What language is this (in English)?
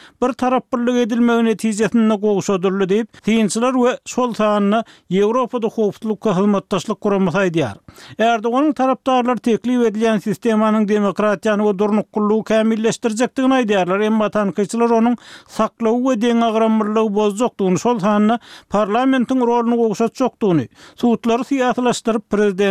Turkmen